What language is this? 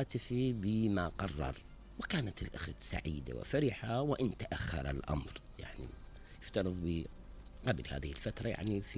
Mesopotamian Arabic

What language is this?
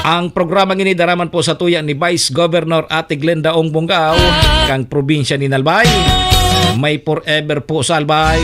Bikol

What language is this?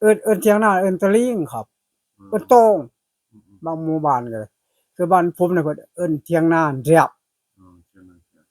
Northeastern Thai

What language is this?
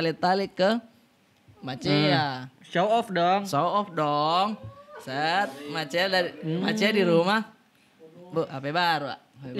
Makassar Malay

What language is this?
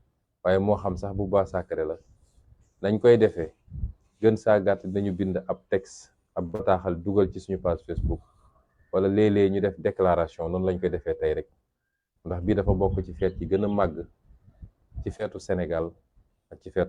Wolof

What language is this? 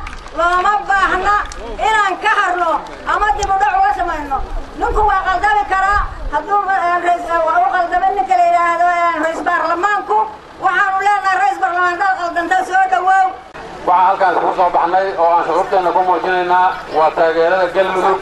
Somali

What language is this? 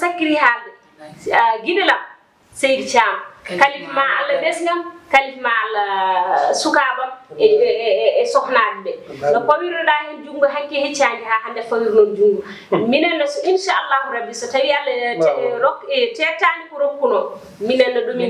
Fula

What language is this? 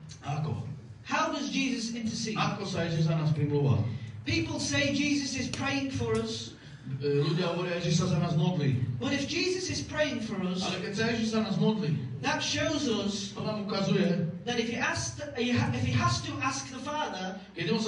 Slovak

